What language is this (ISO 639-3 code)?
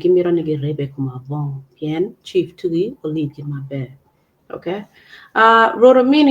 ach